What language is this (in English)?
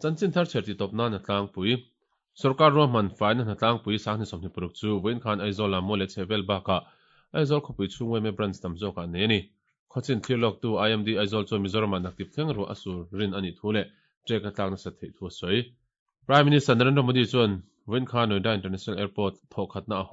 Mizo